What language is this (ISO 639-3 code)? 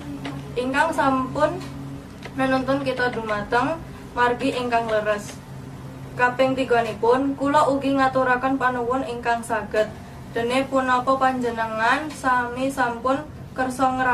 jav